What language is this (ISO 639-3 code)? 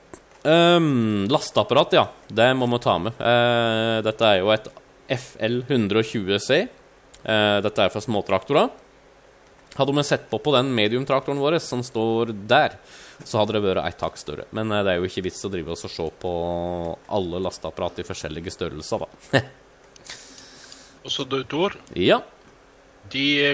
nor